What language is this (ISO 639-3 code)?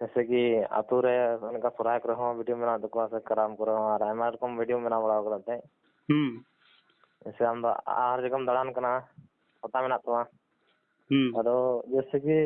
sat